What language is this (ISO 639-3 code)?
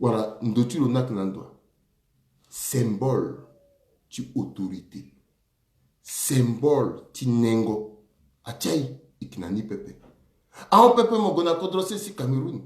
sag